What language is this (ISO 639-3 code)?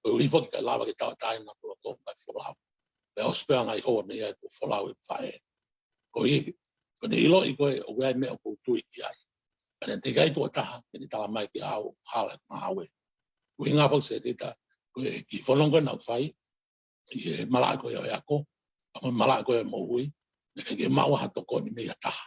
ton